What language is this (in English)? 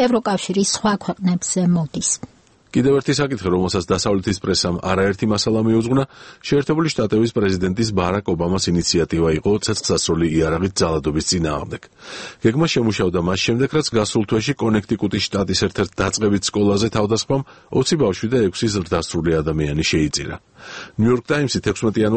Georgian